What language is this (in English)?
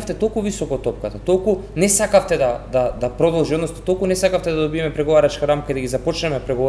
Macedonian